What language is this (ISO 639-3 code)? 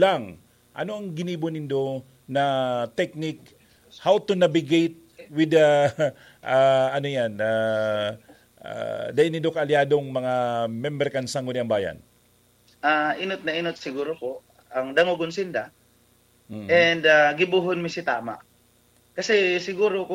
bik